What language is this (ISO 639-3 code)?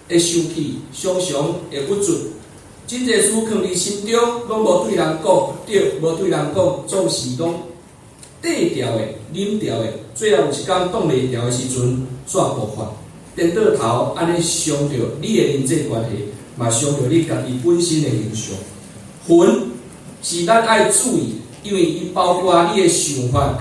nan